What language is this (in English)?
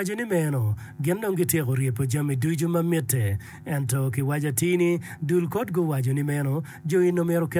Acoli